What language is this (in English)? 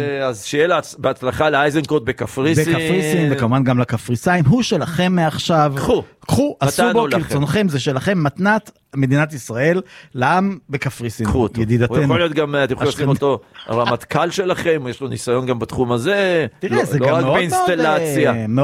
Hebrew